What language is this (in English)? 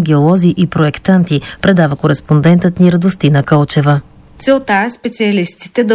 Bulgarian